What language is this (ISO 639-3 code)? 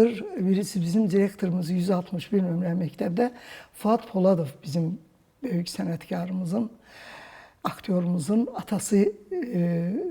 aze